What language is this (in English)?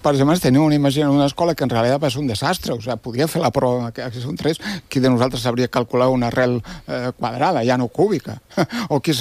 Catalan